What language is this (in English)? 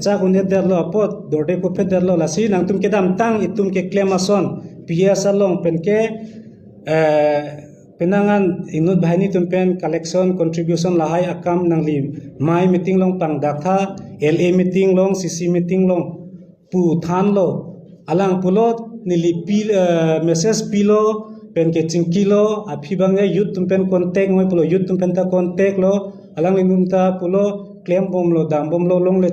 Karbi